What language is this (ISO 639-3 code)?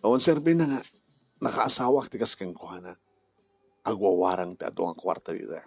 ilo